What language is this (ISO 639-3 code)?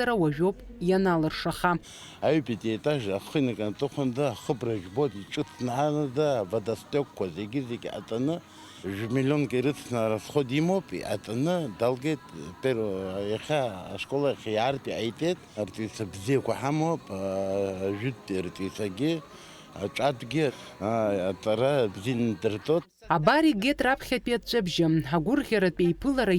abk